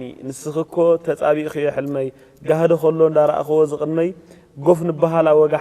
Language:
Tigrinya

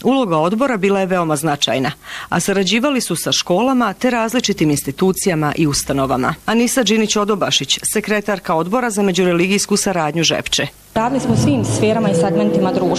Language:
Bosnian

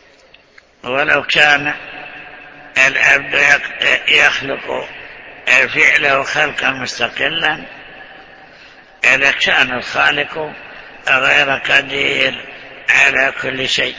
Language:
Arabic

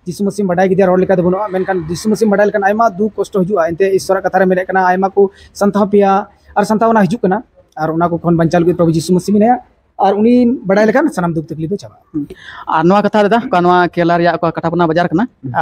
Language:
Santali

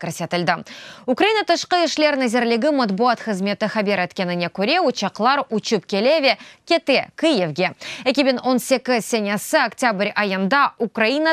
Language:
Crimean Tatar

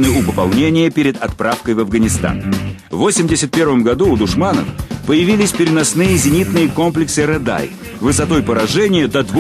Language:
Russian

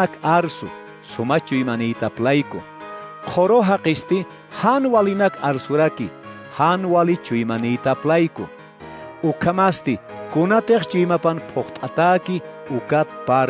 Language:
Aymara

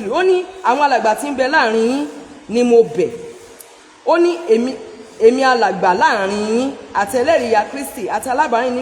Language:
Yoruba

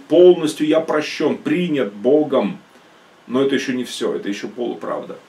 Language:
Russian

